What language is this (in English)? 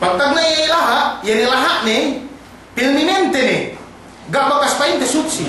Yakan